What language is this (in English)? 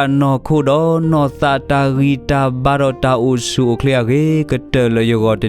S'gaw Karen